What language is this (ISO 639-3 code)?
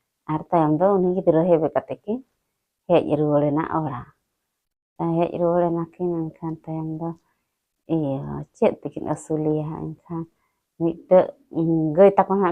sat